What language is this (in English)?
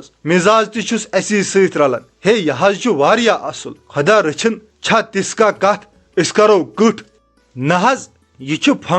Kashmiri